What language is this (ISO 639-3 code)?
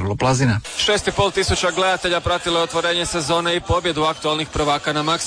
hrv